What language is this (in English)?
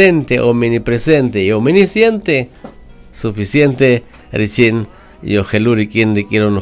Kaqchikel